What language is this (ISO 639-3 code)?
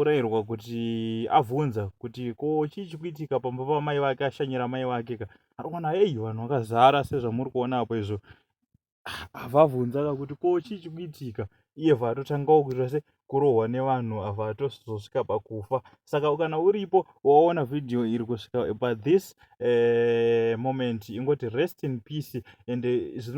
sna